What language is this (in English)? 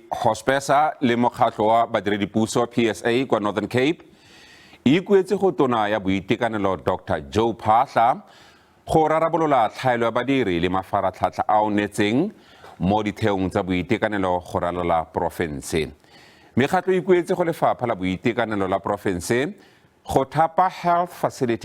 Tswana